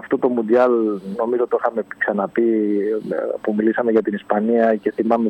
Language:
Greek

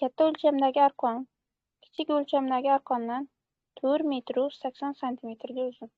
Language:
Uzbek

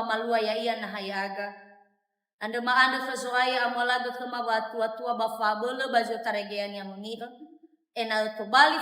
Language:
Nias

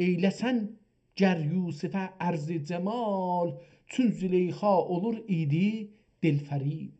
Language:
South Azerbaijani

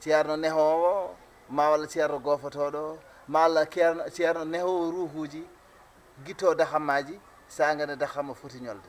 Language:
Fula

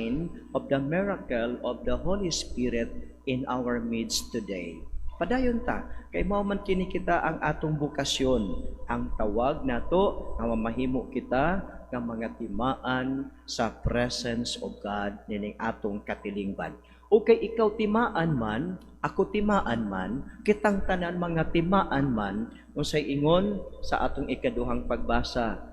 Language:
Cebuano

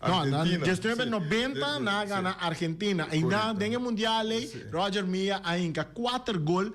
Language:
Papiamento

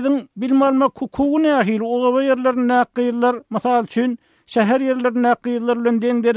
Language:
Turkmen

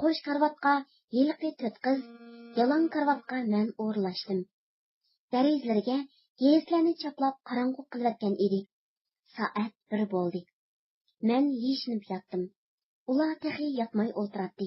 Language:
Uyghur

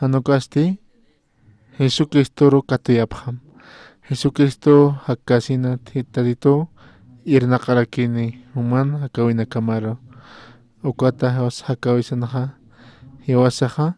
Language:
Aymara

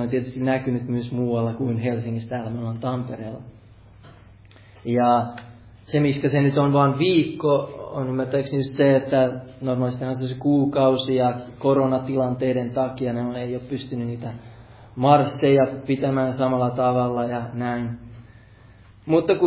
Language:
Finnish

